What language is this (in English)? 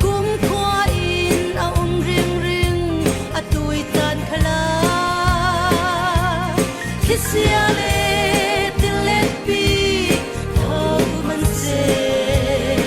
Falam Chin